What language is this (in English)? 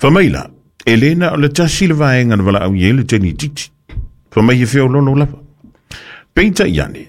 Samoan